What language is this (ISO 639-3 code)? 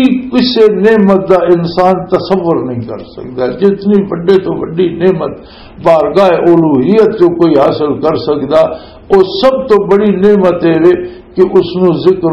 lah